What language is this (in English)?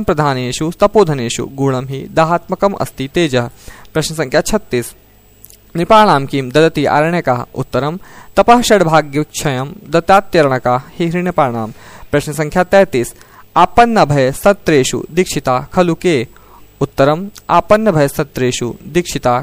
Sanskrit